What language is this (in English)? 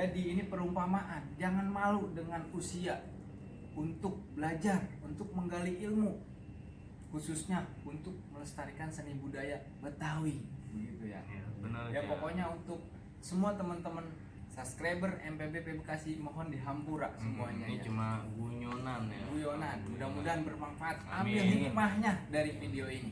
Betawi